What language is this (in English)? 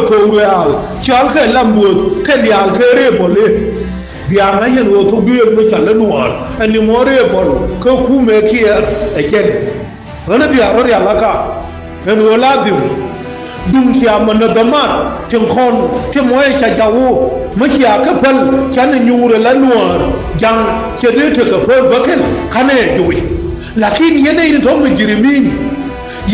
Nuer